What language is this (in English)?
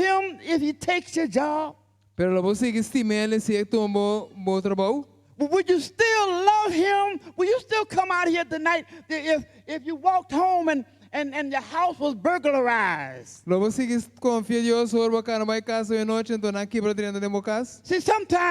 Papiamento